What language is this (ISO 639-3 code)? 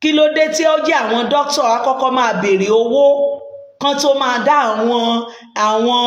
yor